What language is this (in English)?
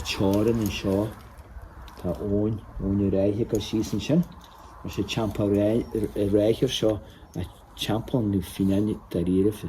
Irish